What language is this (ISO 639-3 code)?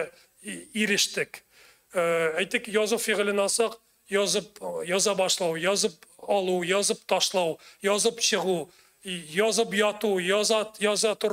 tat